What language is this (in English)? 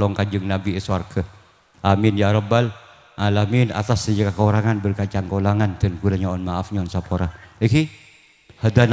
Madurese